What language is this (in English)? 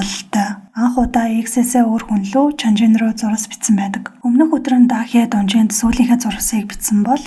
Mongolian